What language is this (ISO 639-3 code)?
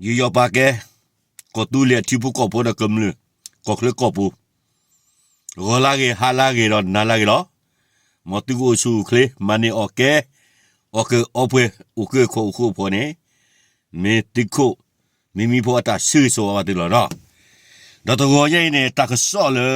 ksw